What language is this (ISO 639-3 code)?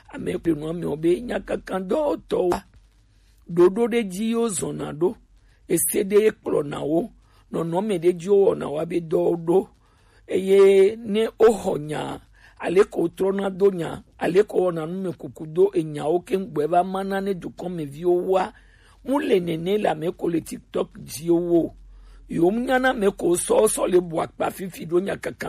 gej